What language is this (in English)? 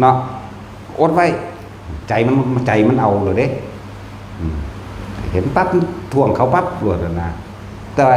Northeastern Thai